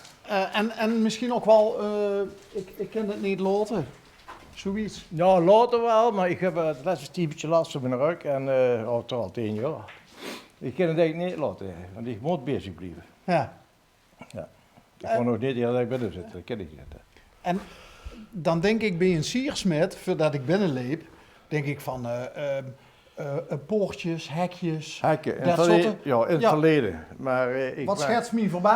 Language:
Limburgish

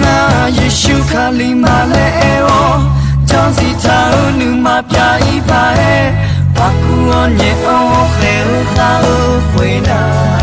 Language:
Akha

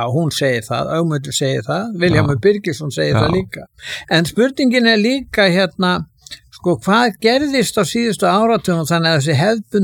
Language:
Icelandic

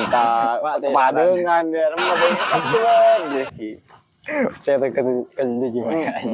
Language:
Madurese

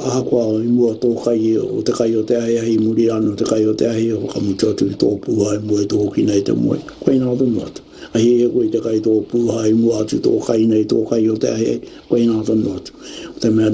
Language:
Māori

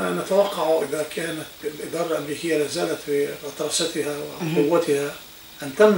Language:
Arabic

